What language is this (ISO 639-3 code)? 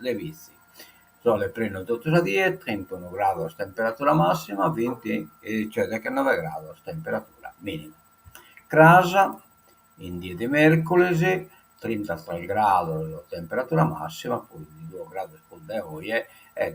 srd